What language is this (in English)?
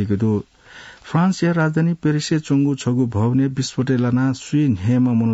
Newari